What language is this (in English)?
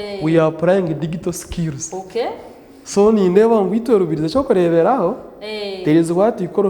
Nyankole